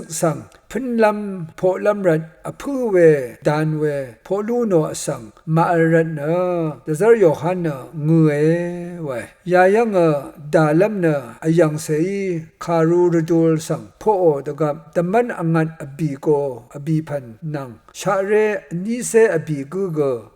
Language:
Rawang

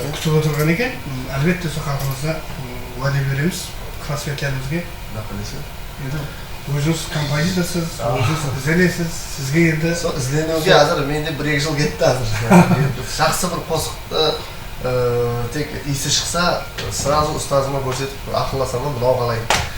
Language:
Kara-Kalpak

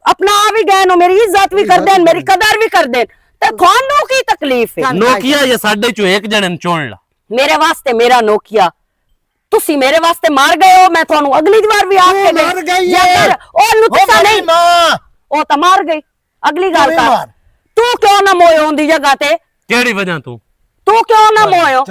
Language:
Western Panjabi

